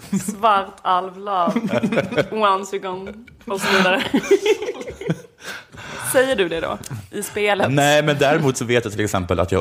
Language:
Swedish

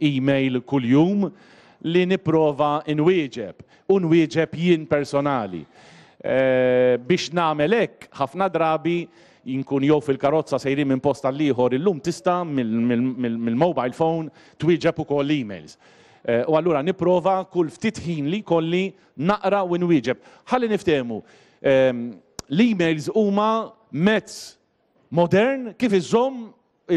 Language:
Maltese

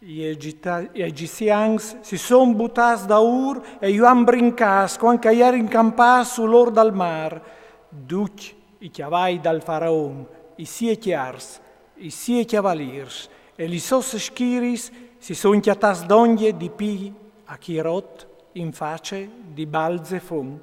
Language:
Friulian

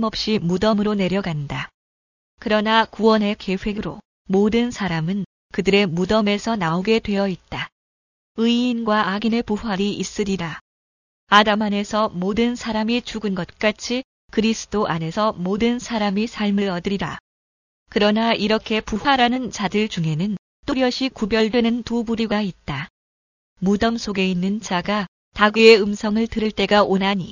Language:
Korean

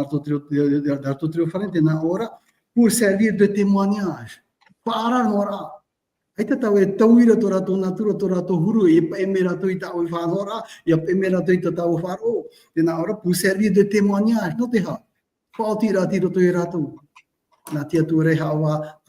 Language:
Tahitian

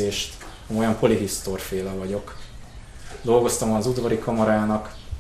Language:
Hungarian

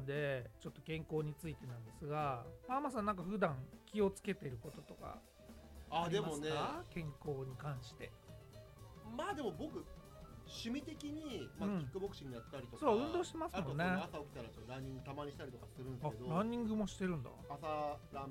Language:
Japanese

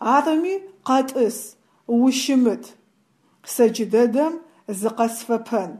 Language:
Adyghe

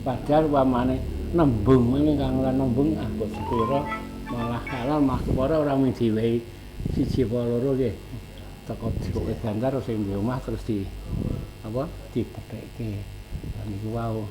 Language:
Javanese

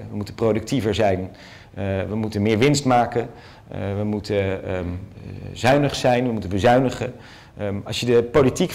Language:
Dutch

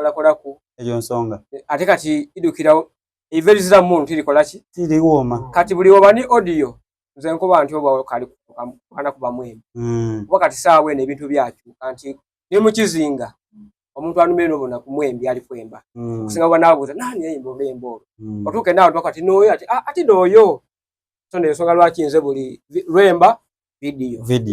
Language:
Soga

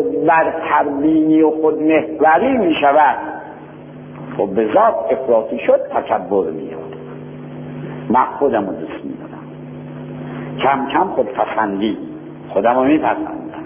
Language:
Persian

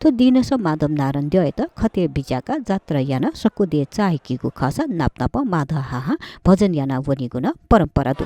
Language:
Newari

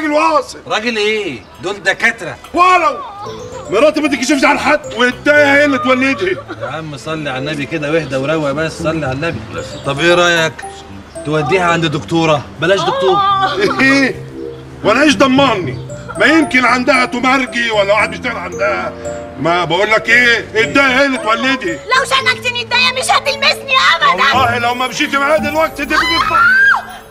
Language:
Egyptian Arabic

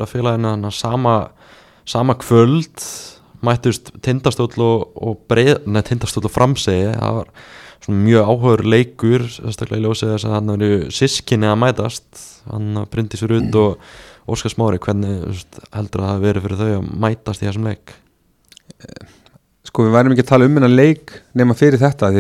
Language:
Icelandic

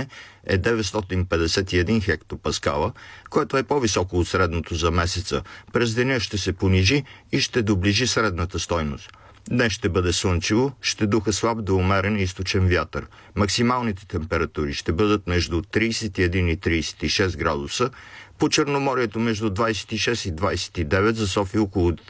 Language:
Bulgarian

